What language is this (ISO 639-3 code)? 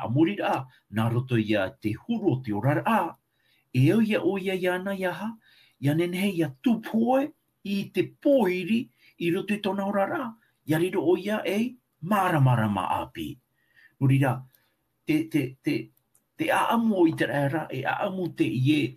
tah